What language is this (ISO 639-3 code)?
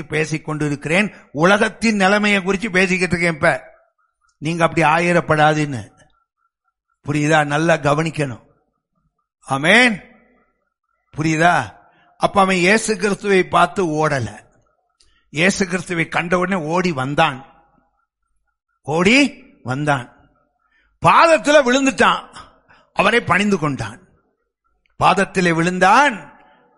tam